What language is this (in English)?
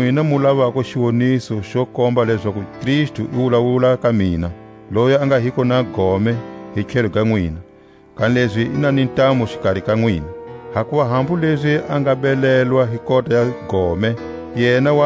Tswa